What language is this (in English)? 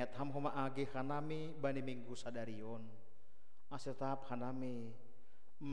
Batak Simalungun